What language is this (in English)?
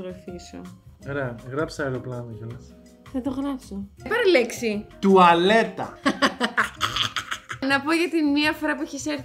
Greek